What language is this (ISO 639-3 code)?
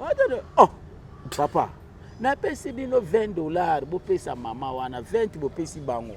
lin